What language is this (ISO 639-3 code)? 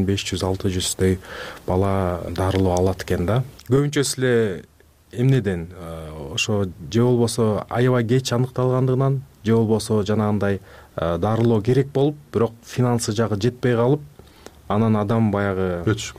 kir